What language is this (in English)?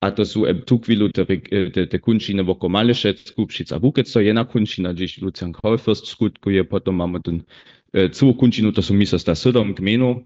Upper Sorbian